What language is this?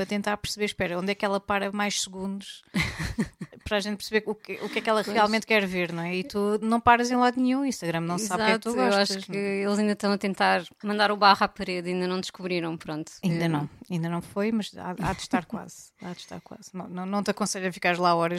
Portuguese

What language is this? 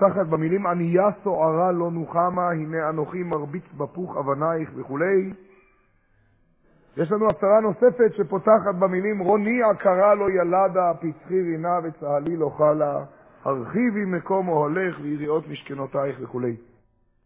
Hebrew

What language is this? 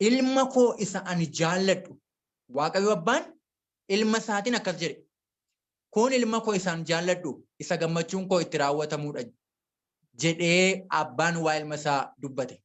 Oromo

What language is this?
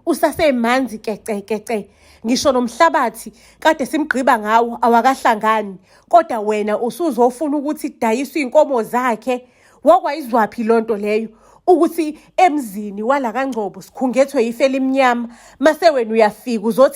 Zulu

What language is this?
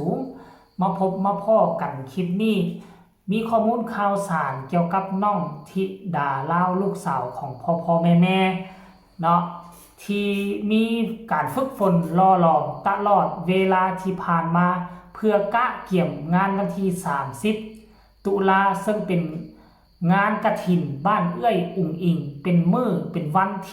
Northeastern Thai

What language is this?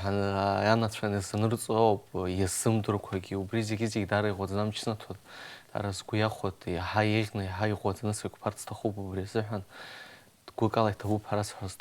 Abkhazian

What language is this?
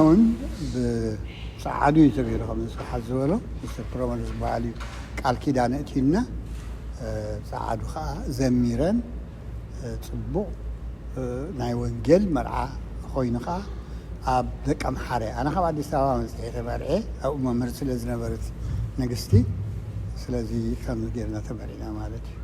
Tigrinya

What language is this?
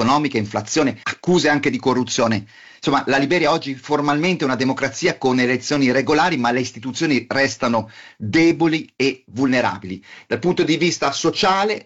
Italian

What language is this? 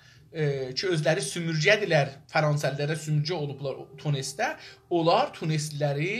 South Azerbaijani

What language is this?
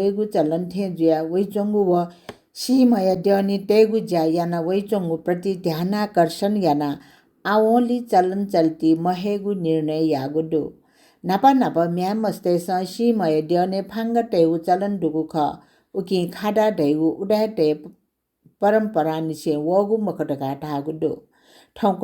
Newari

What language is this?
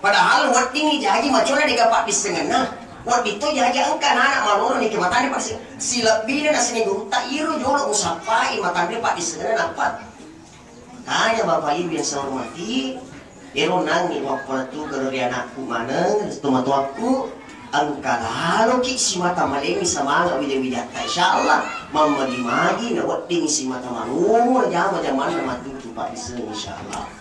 Buginese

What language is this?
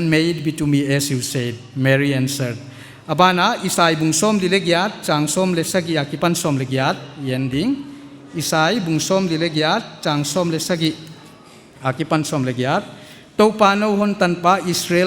Paite Chin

